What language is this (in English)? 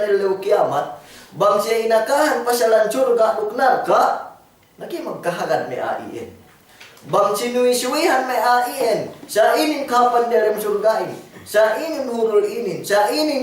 Yakan